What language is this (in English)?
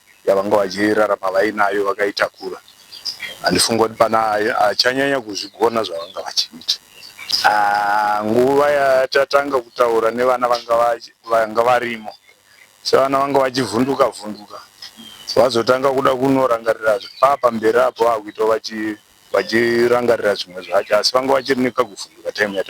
Shona